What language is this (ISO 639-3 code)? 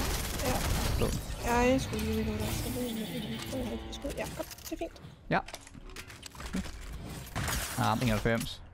dan